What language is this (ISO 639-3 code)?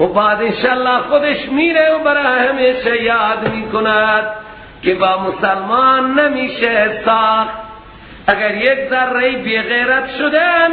fas